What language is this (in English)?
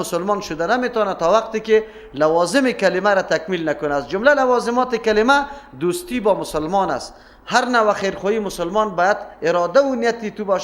Persian